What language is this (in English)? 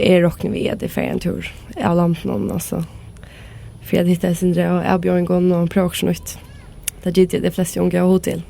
Faroese